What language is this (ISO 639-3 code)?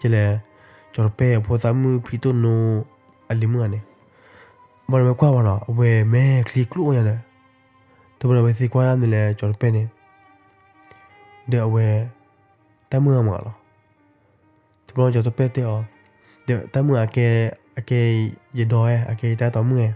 ksw